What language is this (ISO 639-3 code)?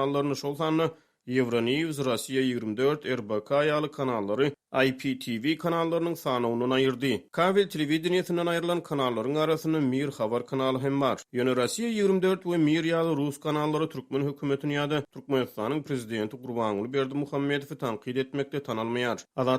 tuk